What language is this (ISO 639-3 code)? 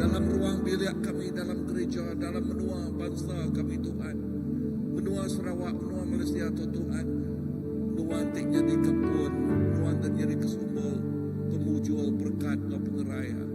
iba